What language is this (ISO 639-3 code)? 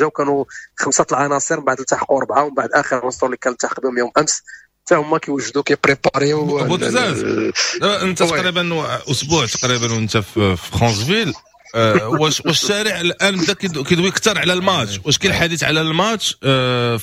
ary